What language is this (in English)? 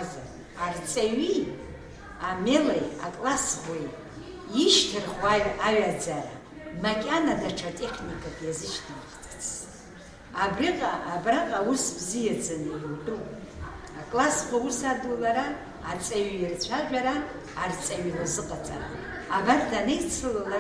Abkhazian